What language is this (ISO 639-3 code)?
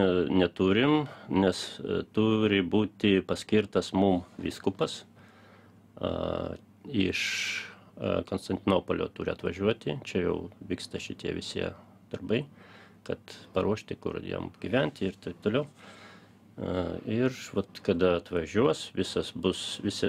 lit